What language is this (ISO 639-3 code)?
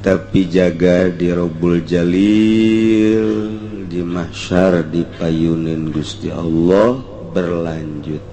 sun